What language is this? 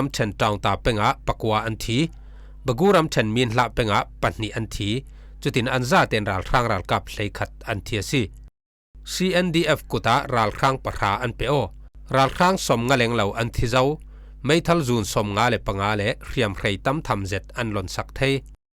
Falam Chin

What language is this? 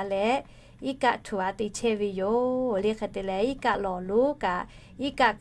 Lahu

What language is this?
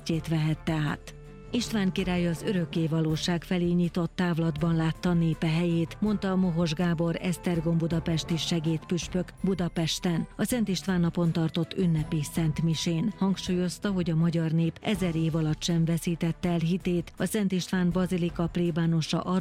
Hungarian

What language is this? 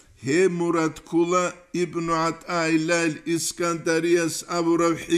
Avaric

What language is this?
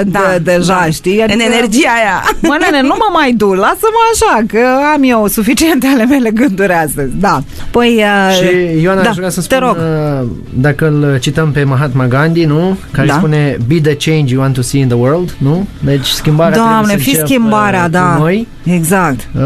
Romanian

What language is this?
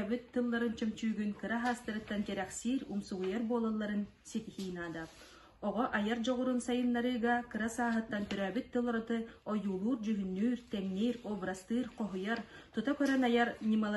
Yakut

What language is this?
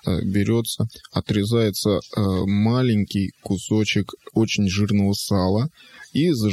Russian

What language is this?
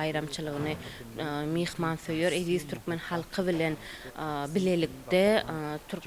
Turkmen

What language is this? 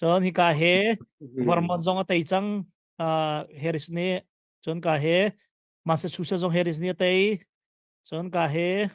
Hakha Chin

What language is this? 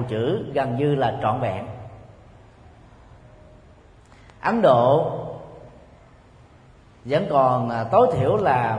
Vietnamese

